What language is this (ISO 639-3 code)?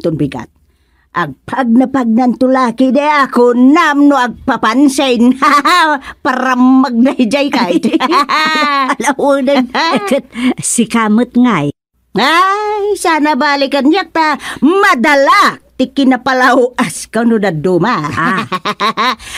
ilo